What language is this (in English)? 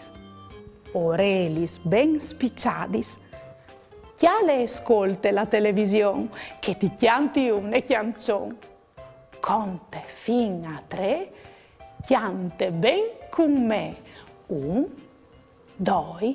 Friulian